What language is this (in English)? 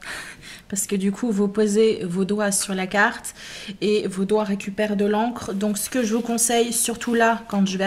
French